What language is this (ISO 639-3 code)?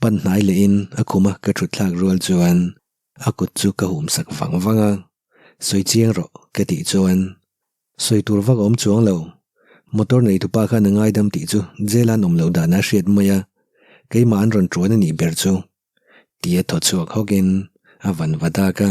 lus